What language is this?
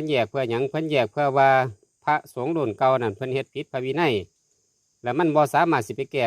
Northeastern Thai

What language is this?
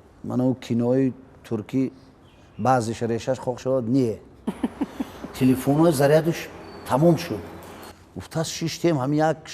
Tajik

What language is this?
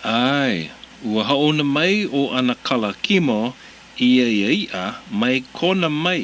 Hawaiian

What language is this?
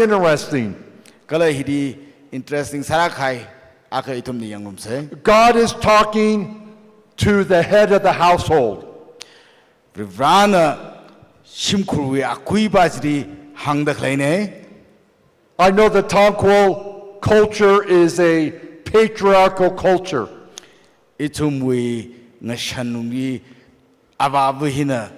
Tangkhul Naga (India)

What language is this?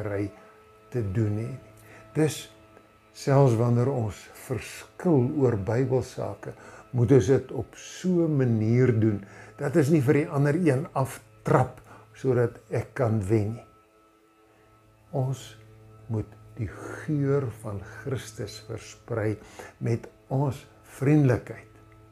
Afrikaans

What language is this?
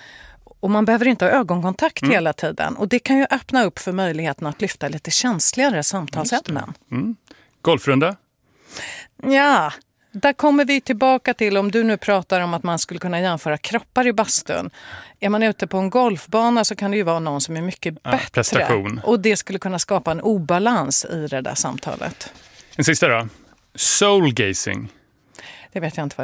Swedish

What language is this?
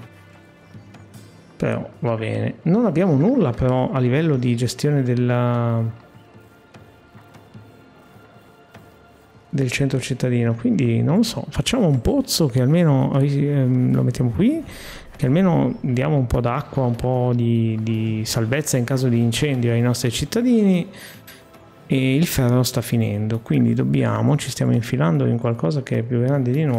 Italian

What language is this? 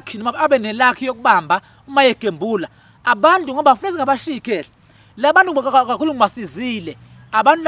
Zulu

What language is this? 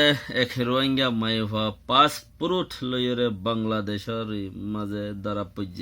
Rohingya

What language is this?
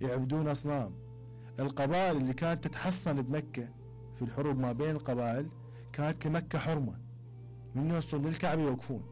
Mesopotamian Arabic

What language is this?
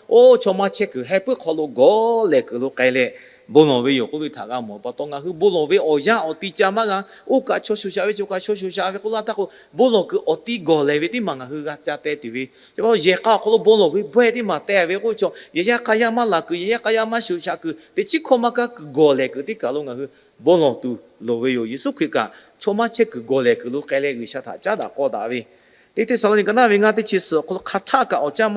Lahu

